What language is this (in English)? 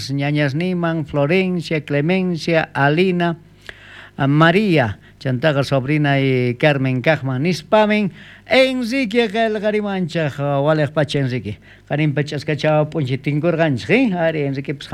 South Bolivian Quechua